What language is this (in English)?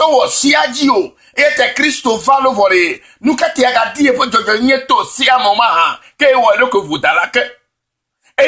Ewe